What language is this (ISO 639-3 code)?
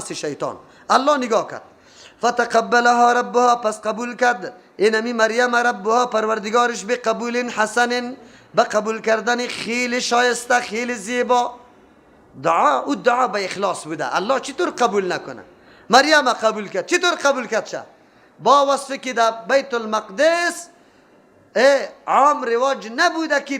fas